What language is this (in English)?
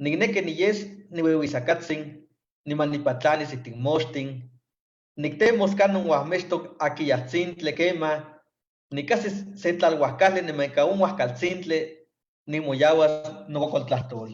Eastern Huasteca Nahuatl